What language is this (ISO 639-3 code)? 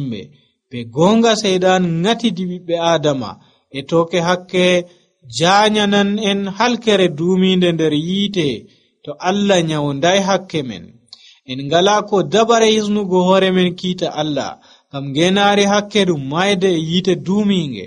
fuv